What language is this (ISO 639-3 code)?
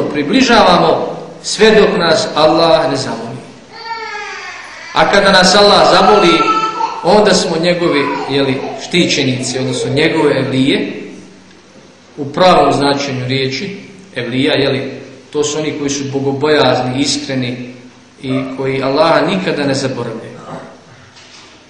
bos